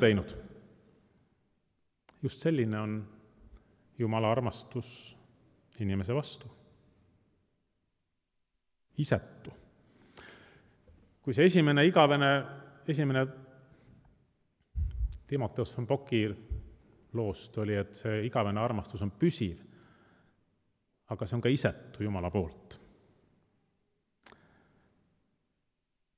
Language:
Estonian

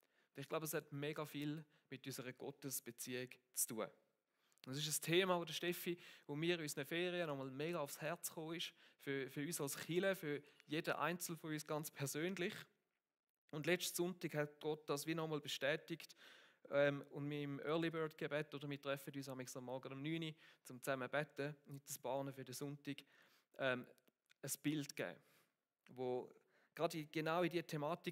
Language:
Swiss German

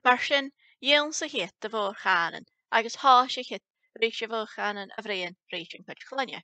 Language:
Scottish Gaelic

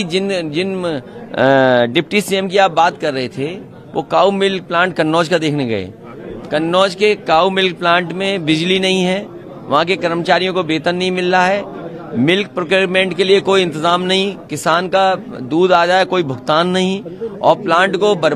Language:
Hindi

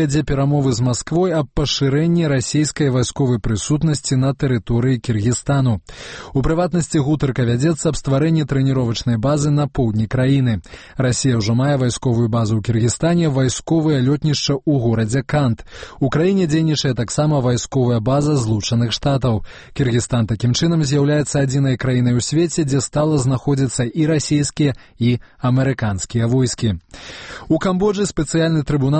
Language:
Belarusian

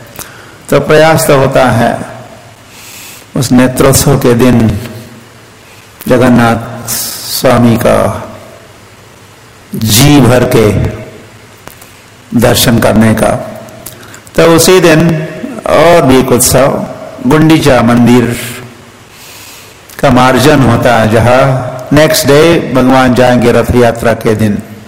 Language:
Hindi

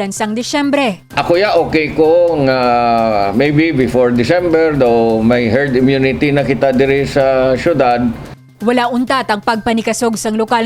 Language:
Hiligaynon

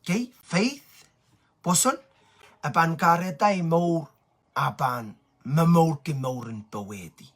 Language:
Pohnpeian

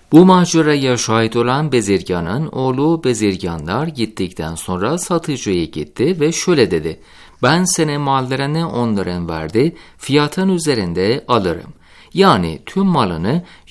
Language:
Turkish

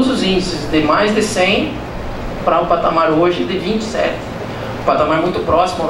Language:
Portuguese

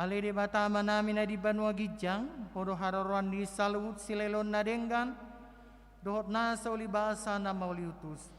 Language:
Batak Toba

